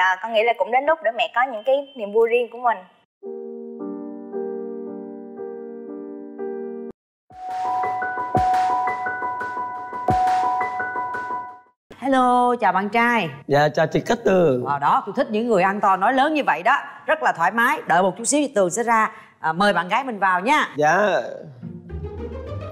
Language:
Vietnamese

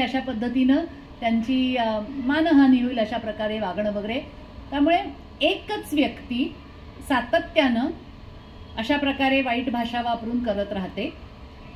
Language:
Marathi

